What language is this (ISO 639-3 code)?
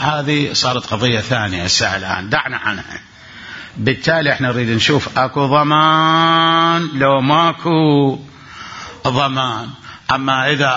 acm